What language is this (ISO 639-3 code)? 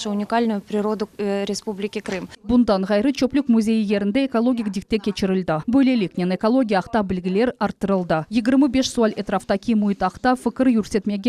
crh